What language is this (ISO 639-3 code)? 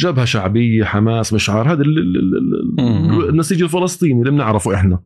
apc